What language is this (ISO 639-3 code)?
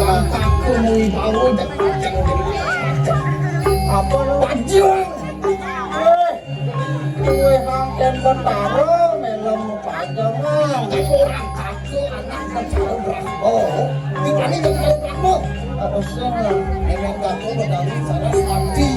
ban